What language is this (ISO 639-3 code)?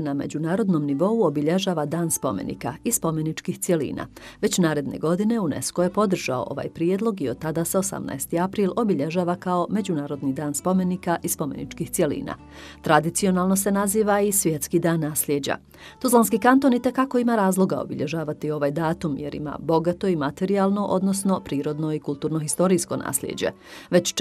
bos